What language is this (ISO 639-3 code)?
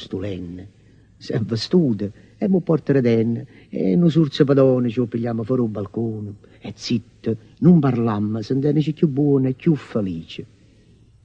nap